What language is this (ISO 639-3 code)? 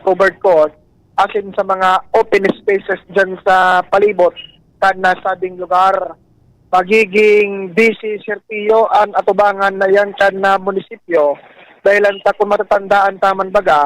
bik